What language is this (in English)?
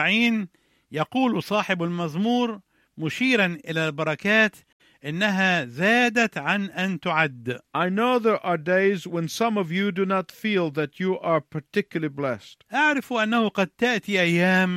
Arabic